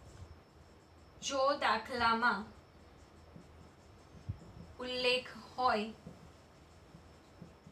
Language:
Gujarati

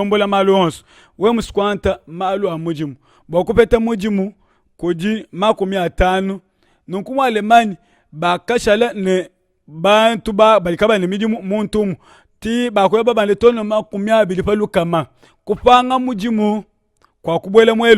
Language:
Luba-Lulua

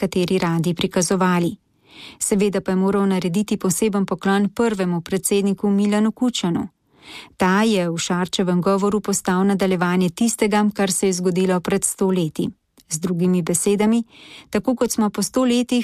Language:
Slovenian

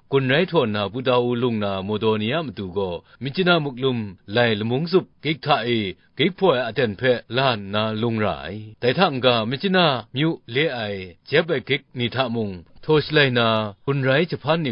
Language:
Kachin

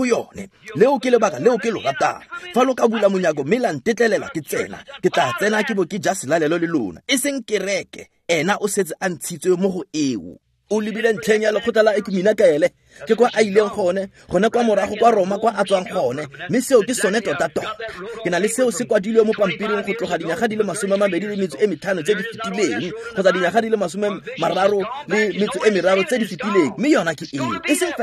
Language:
Tswana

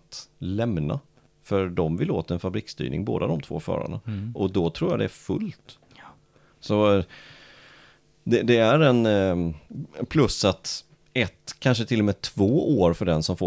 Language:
Swedish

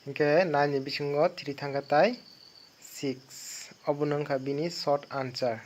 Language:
Kok Borok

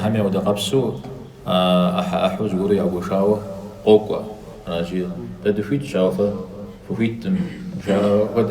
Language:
Kabardian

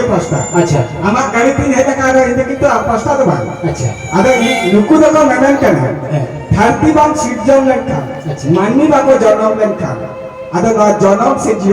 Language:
Santali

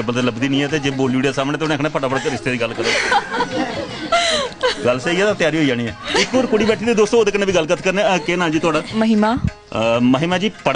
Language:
Dogri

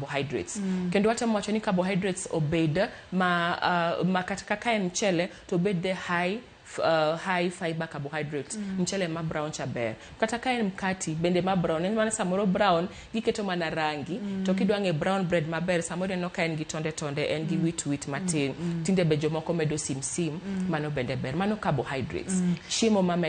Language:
Luo (Kenya and Tanzania)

